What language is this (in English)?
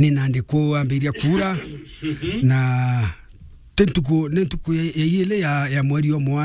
Meru